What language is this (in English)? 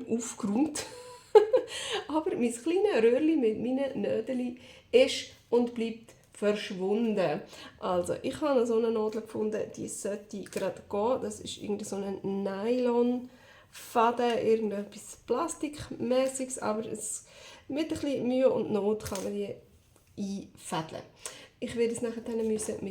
Swiss German